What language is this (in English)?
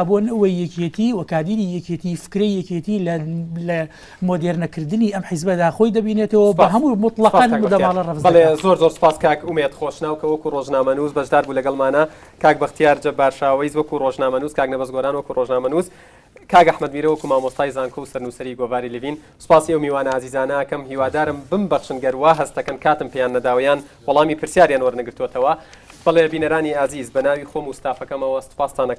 Central Kurdish